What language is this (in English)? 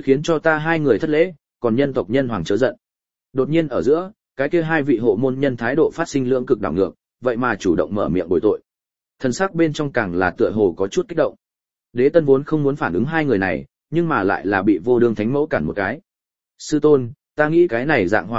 Vietnamese